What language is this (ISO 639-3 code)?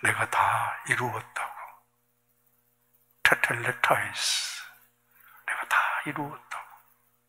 kor